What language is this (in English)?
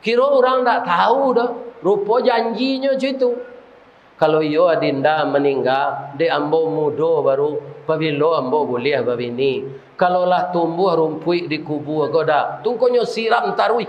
Minangkabau